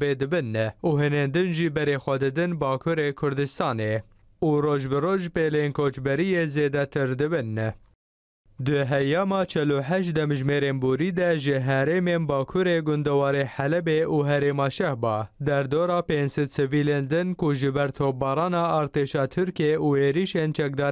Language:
Kurdish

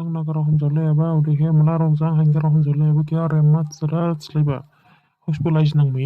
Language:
Dimasa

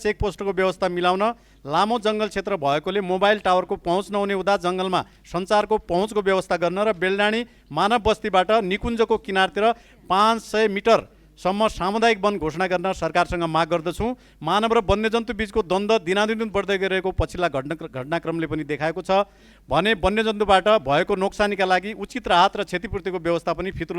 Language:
Nepali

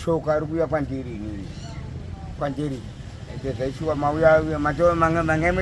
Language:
Shona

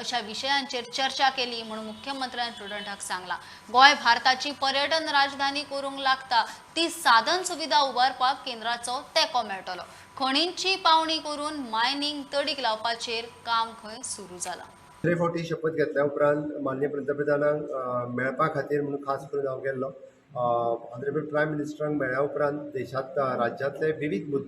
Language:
Konkani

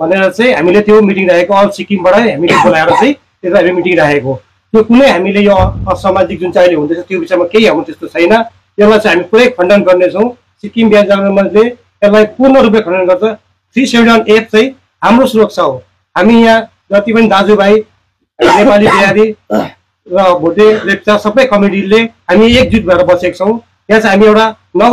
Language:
Nepali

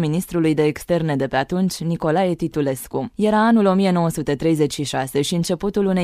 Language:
Romanian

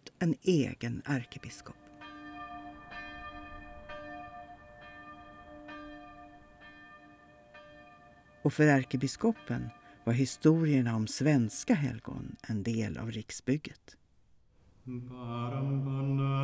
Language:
Swedish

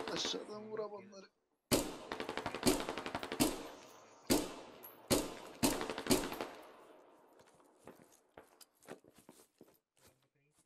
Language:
Turkish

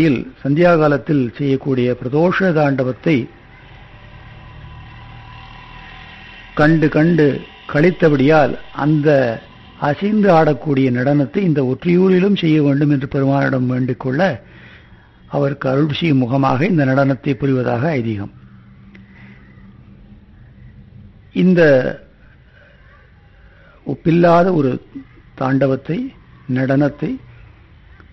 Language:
Tamil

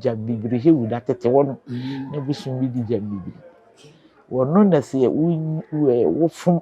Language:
Akan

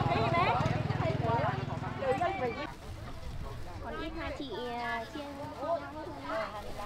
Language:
Vietnamese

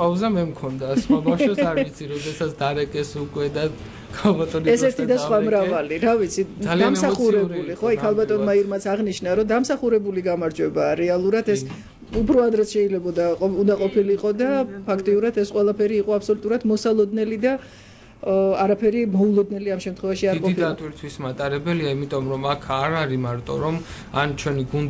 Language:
Georgian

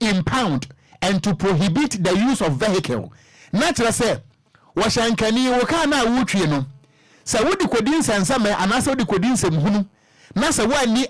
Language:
Akan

